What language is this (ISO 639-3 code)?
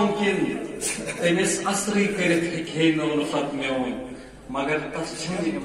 kas